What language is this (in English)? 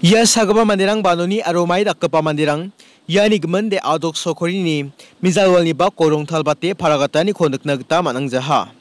Garo